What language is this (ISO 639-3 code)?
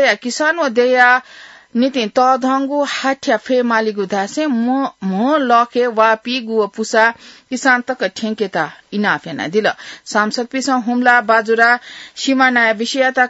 new